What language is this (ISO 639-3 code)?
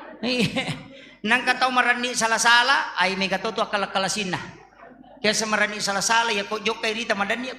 bug